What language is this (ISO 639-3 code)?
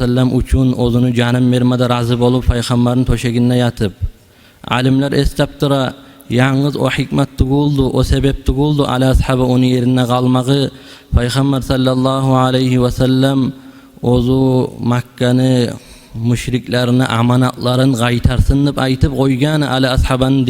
kum